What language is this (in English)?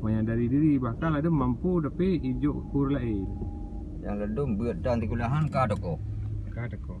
Achinese